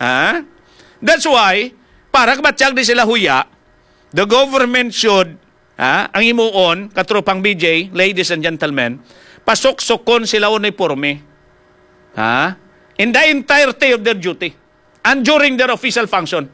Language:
Hiligaynon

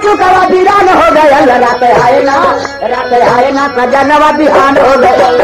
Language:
Bhojpuri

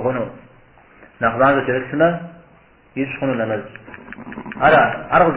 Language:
Kabardian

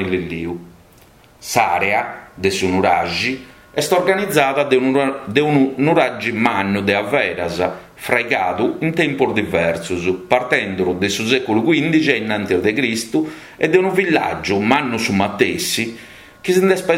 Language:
Sardinian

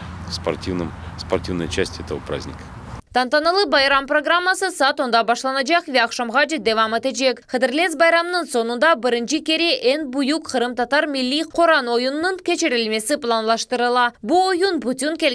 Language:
Crimean Tatar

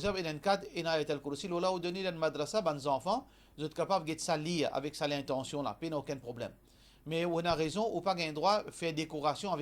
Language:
Morisyen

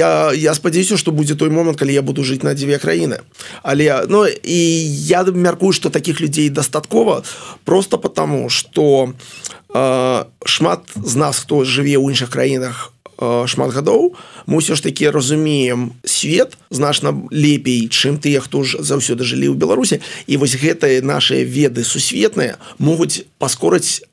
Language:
Belarusian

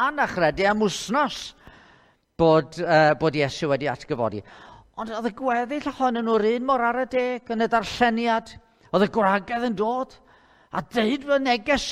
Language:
Welsh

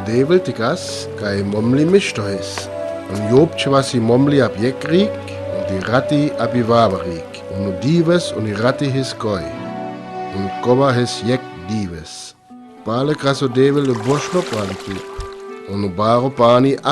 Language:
Sinte Romani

